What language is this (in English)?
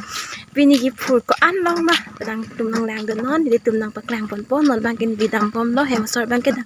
Karbi